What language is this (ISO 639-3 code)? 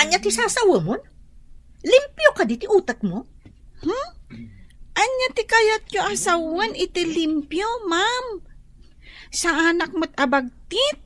ilo